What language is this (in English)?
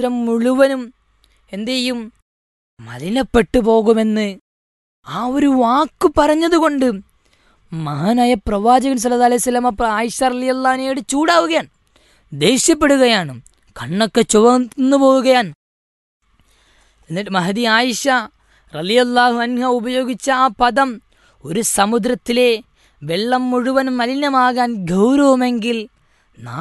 Malayalam